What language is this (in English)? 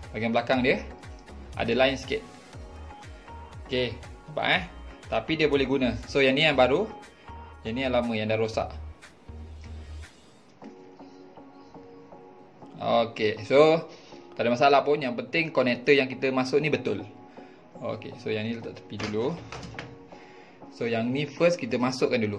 Malay